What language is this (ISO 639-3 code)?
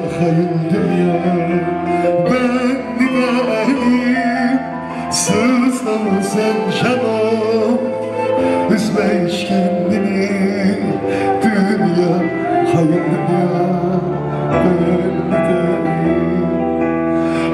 tur